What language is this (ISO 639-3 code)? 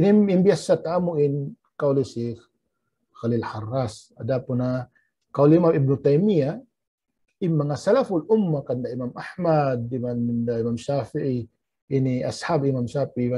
tsg